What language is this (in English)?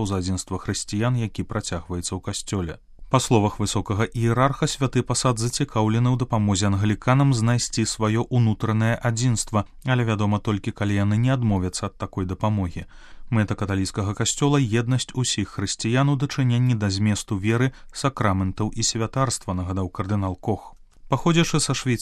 Belarusian